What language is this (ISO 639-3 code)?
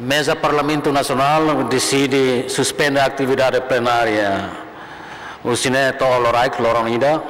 tet